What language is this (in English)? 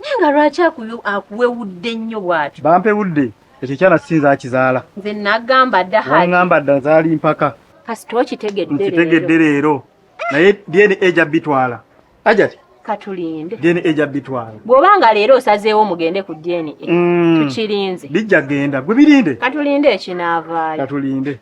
Ganda